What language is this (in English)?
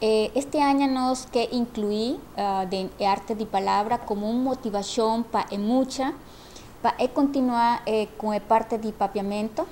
Papiamento